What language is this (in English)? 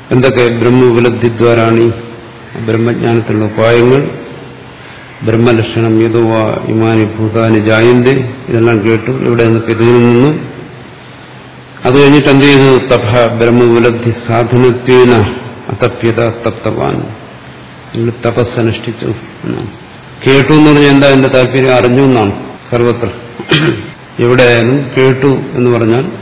Malayalam